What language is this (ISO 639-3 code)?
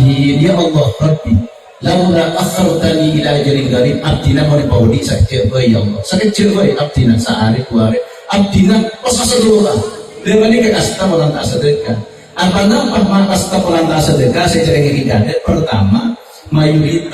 mad